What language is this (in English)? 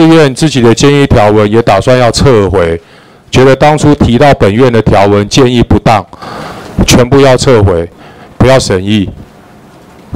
Chinese